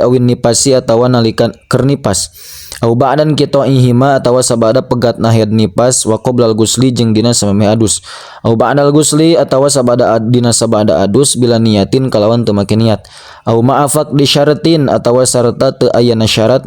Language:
Sundanese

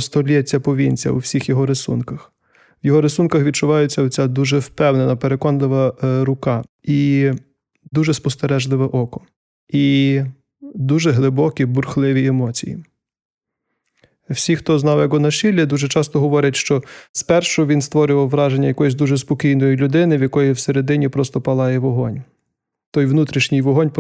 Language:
Ukrainian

